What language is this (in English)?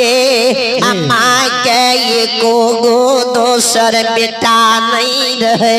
Maithili